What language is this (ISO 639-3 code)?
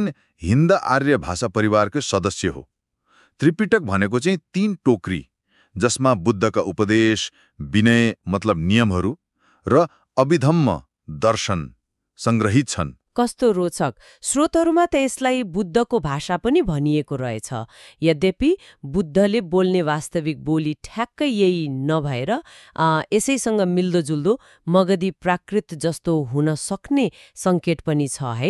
nep